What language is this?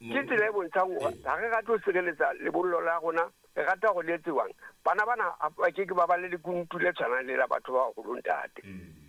Southern Sotho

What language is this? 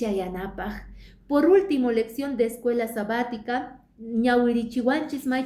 Quechua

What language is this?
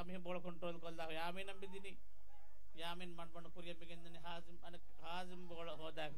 Divehi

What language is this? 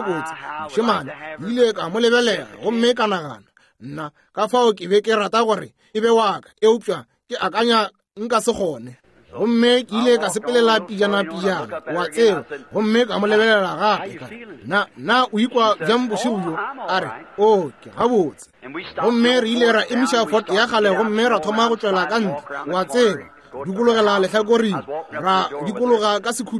Northern Sotho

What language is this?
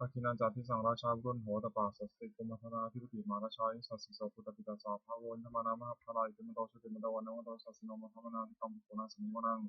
Pali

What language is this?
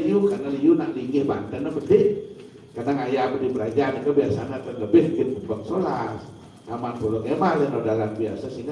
Balinese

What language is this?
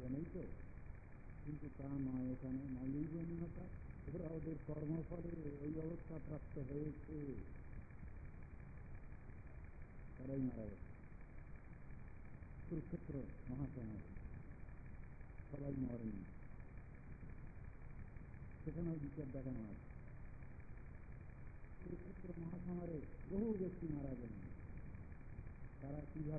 Bangla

